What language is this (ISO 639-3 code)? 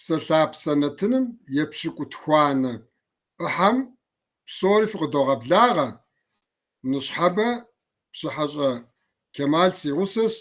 kbd